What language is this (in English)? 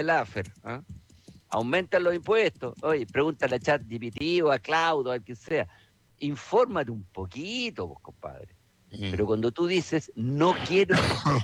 Spanish